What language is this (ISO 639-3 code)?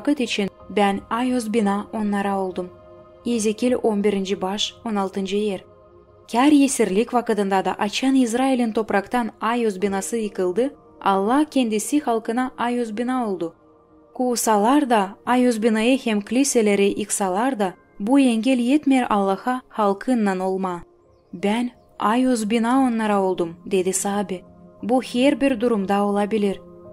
gag